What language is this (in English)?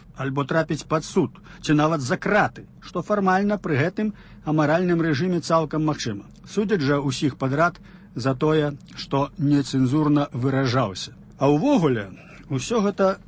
Belarusian